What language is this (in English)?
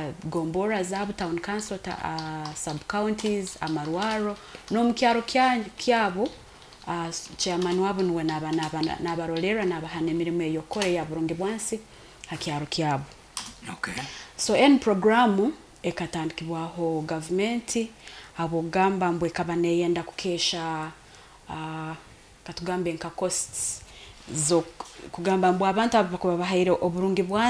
Nyoro